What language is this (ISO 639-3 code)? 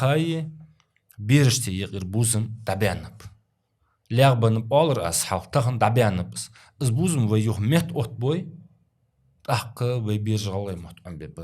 inh